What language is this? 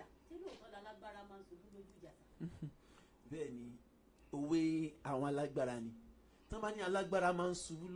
Yoruba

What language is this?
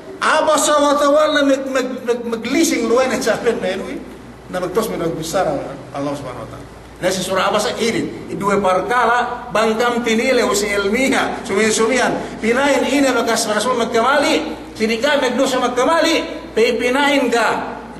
Yakan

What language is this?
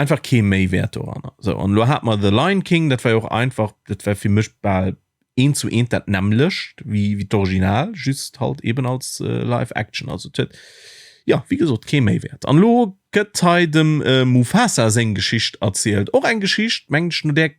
Luxembourgish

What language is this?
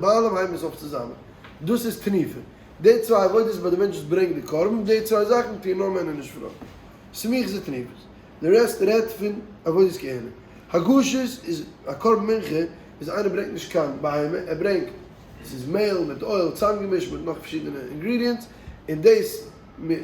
Yiddish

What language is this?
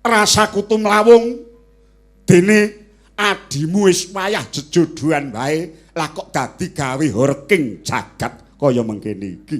Javanese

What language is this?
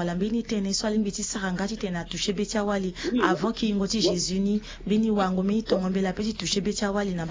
Sango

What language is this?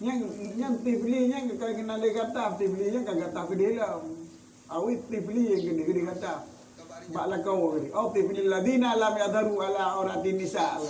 Achinese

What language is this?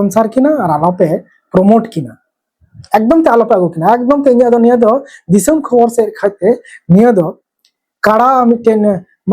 Santali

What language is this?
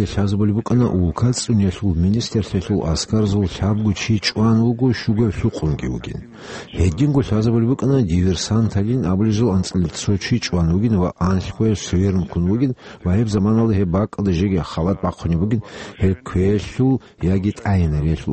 Avaric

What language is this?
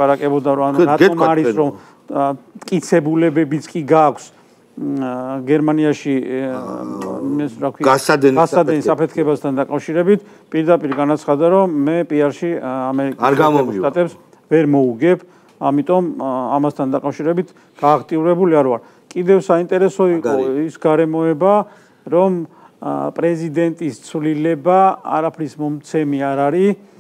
Georgian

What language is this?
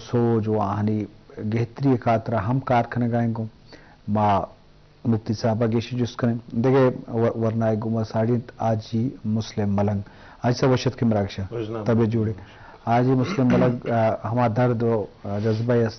Eastern Balochi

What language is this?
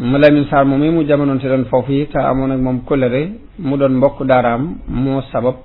Wolof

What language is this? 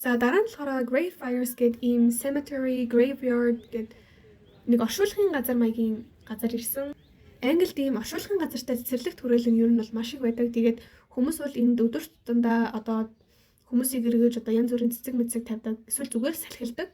Mongolian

